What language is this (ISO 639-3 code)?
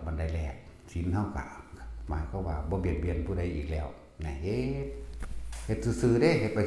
tts